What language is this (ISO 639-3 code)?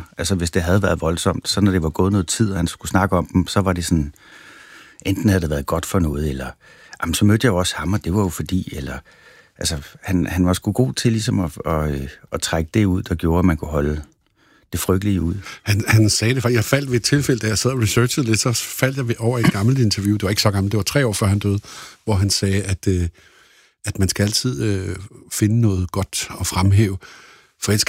dan